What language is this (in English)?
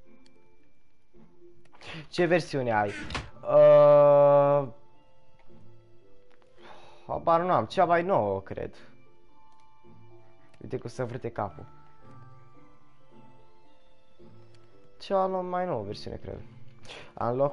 Romanian